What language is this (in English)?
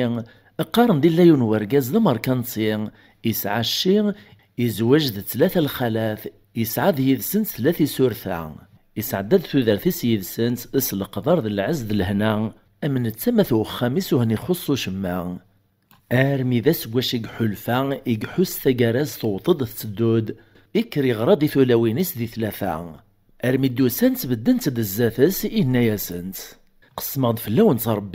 Kabyle